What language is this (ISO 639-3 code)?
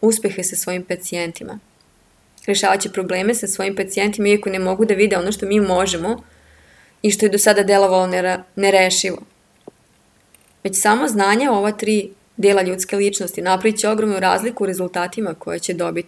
srp